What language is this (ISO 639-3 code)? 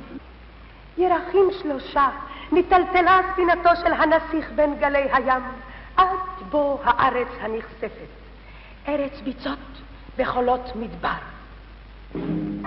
heb